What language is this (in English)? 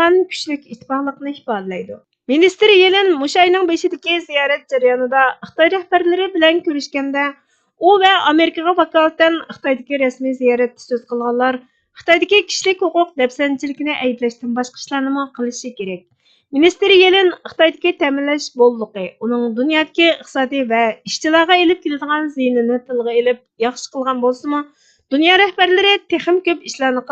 Uyghur